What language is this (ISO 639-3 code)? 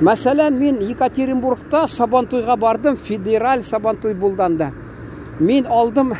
tat